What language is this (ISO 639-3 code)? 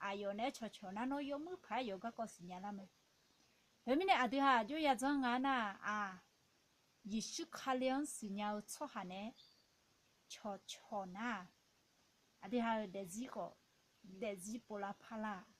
ahk